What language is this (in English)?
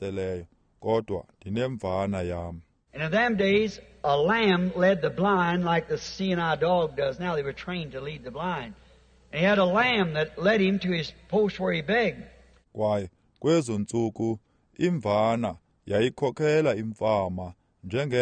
Xhosa